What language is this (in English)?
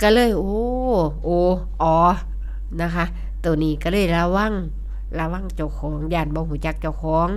Northeastern Thai